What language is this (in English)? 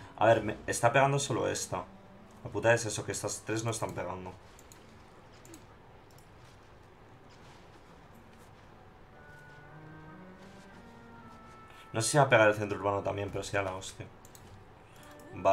Spanish